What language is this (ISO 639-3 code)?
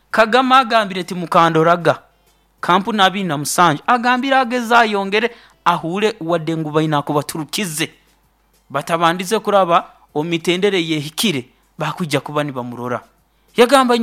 nyo